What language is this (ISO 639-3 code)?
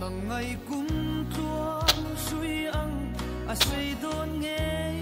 lus